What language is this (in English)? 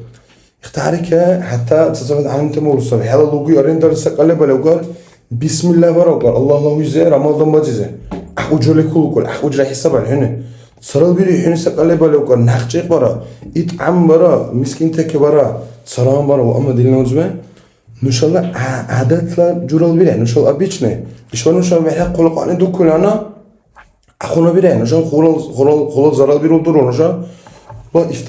Dargwa